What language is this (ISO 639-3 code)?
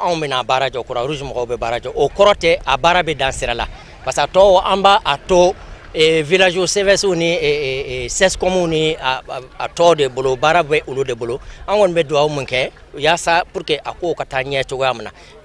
bam